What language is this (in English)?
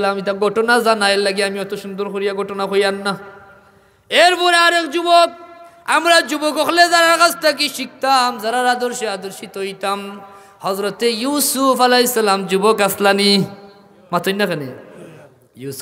Sylheti